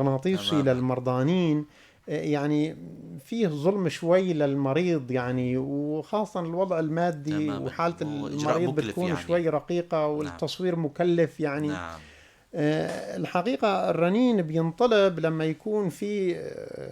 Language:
North Levantine Arabic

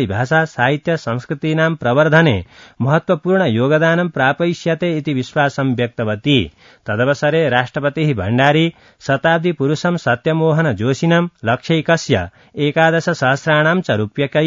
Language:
Sanskrit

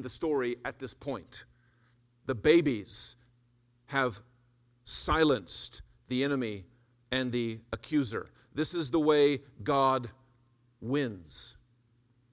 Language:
English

